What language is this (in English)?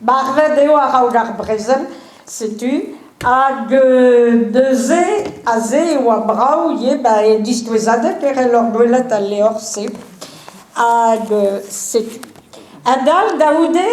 Breton